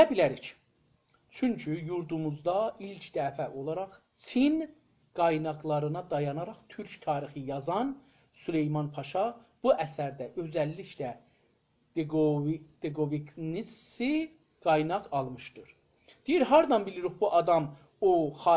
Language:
South Azerbaijani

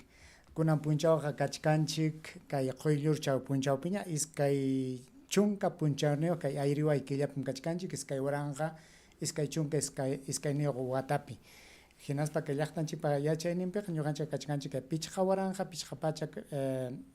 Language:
Ayacucho Quechua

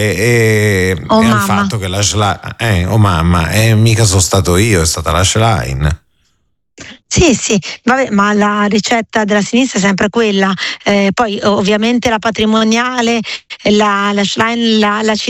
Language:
Italian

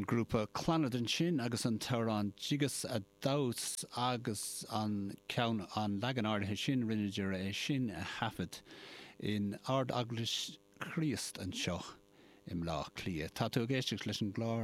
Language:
Irish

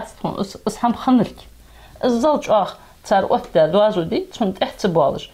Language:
Ingush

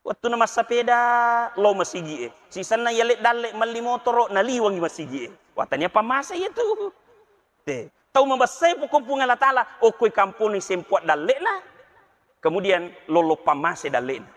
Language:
Buginese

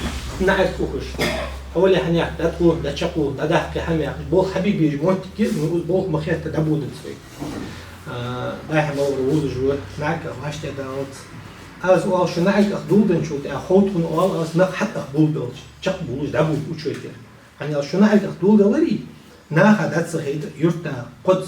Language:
Ingush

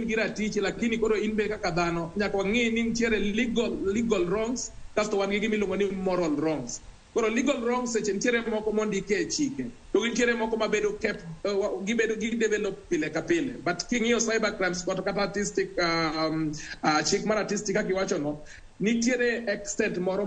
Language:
Luo (Kenya and Tanzania)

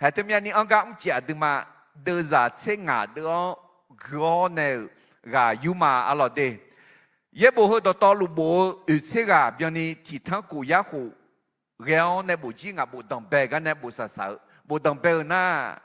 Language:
Akha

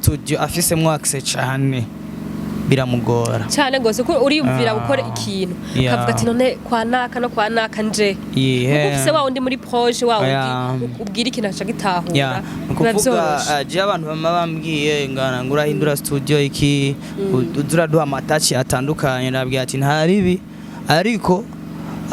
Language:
Rundi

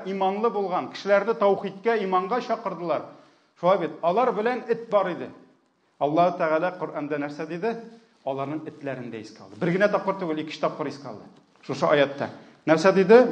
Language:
Tatar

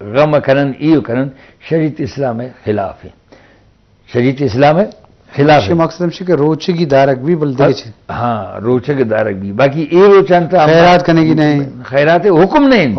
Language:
Eastern Balochi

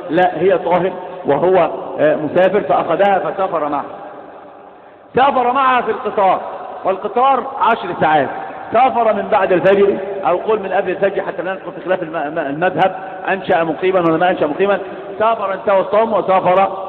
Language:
Arabic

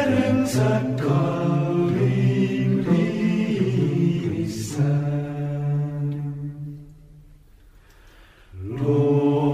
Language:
Estonian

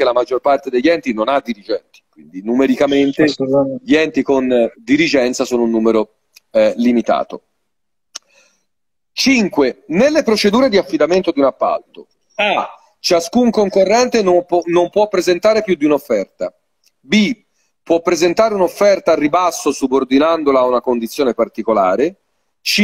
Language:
Italian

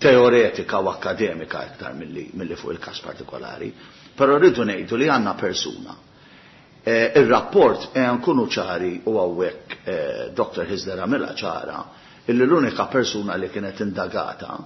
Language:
Maltese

